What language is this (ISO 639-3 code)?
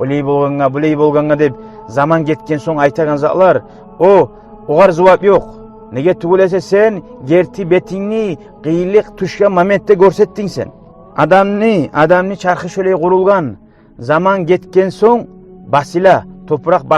kum